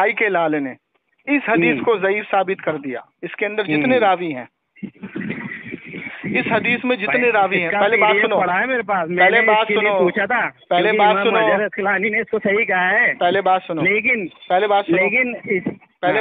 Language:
Urdu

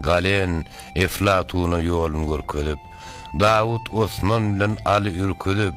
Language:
Turkmen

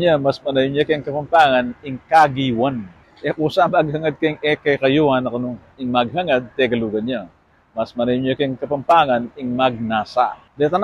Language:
Pampanga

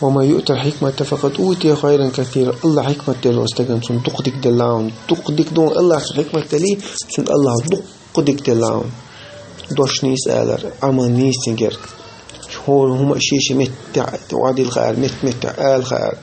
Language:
Chechen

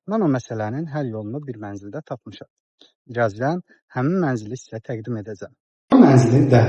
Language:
Azerbaijani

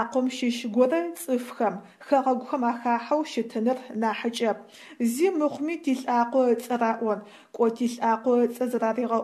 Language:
Adyghe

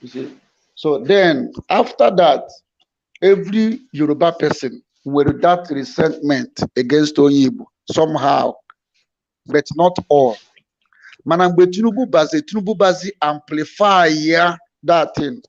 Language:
Igbo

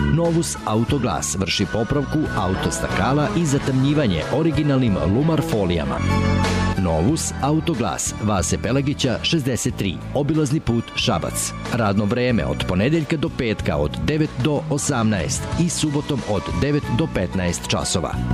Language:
Serbian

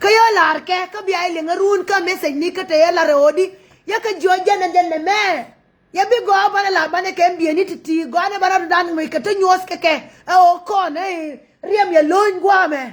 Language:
Nuer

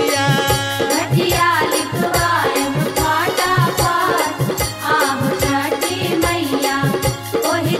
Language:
Bhojpuri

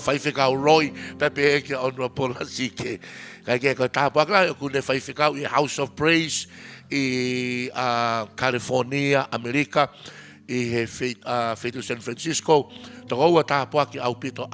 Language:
Tongan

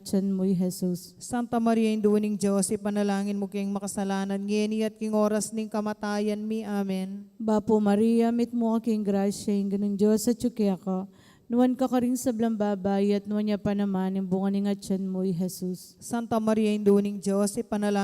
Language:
Pampanga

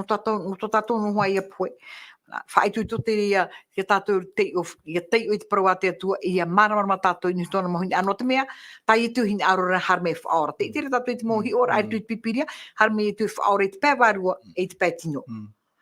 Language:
Tahitian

